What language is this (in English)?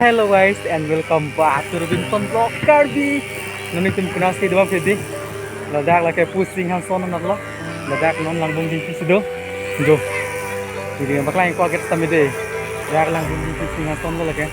Karbi